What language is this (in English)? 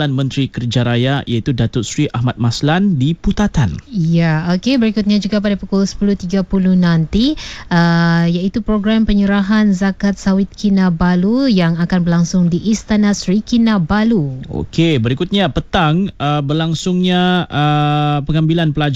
Malay